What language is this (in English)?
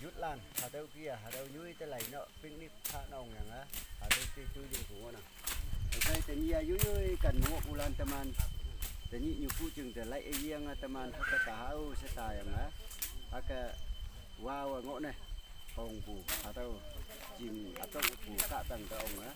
Naga Pidgin